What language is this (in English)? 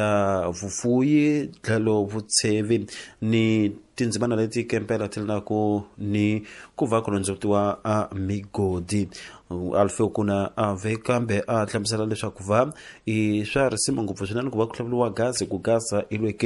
Tsonga